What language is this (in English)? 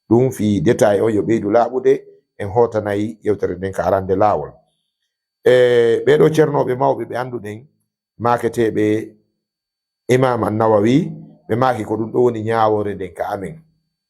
Fula